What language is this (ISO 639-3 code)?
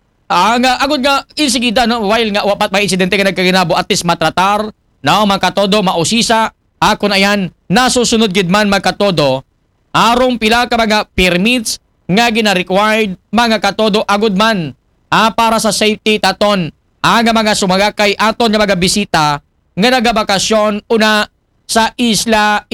akl